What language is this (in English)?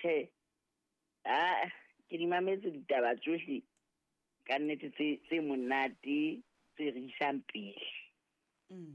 Southern Sotho